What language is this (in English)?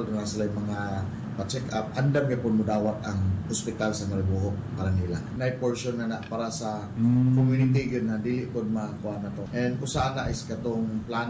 Cebuano